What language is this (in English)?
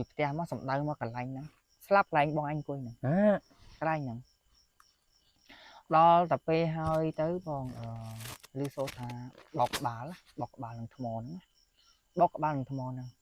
Khmer